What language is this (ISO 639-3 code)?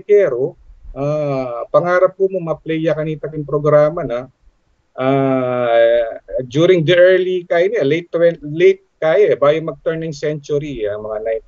pam